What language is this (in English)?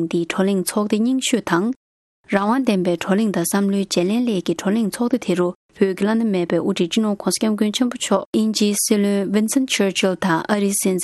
Tibetan